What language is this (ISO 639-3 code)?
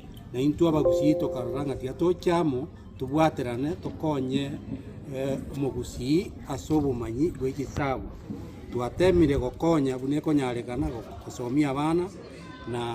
guz